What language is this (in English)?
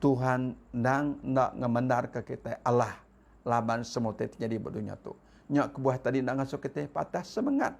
Iban